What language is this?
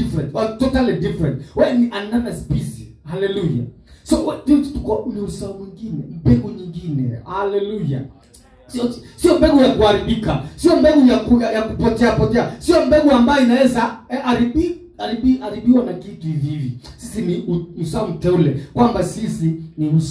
Swahili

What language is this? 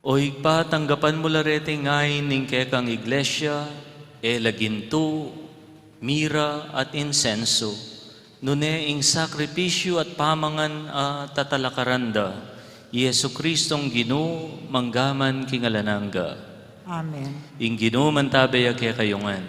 Pampanga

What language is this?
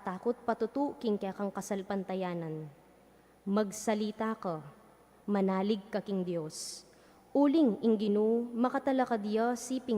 Pampanga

